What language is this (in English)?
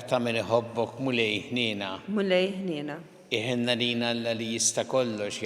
Maltese